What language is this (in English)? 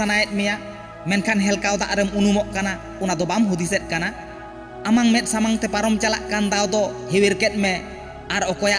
Santali